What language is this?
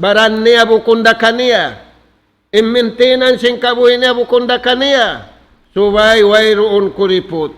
Tausug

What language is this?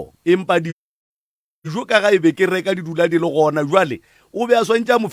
Northern Sotho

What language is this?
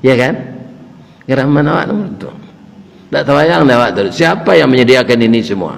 Minangkabau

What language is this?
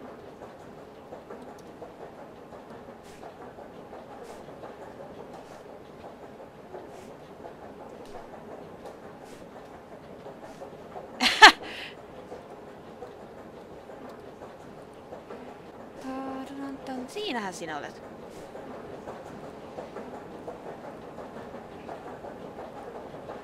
Finnish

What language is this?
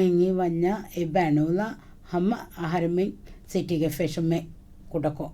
Divehi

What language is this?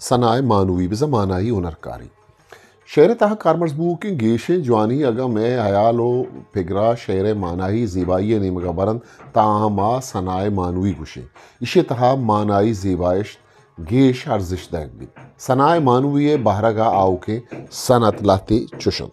Eastern Balochi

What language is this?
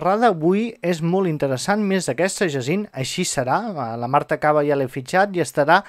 Catalan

